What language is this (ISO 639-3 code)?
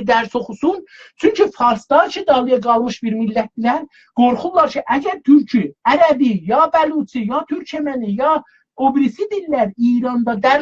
azb